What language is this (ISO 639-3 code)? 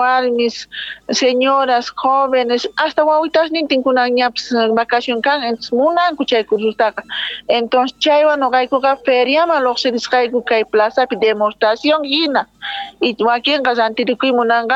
que